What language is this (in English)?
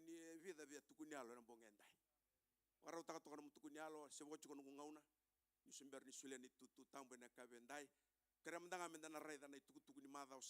Fijian